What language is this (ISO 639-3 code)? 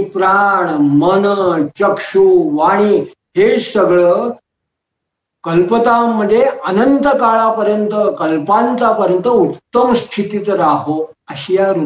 mar